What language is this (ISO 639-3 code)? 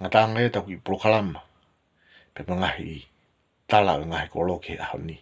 ton